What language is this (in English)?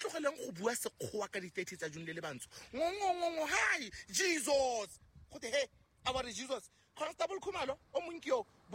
Southern Sotho